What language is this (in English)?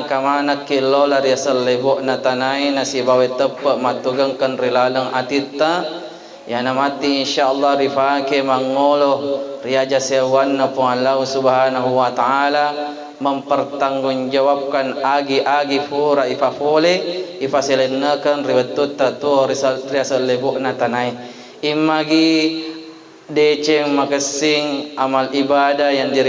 Buginese